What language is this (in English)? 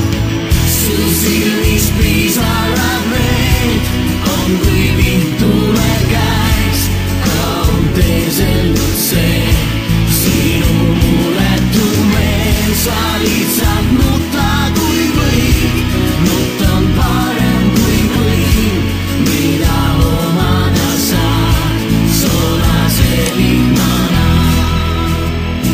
Estonian